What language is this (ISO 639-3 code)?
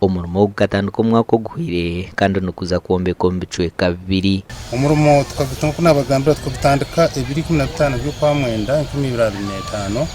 nyn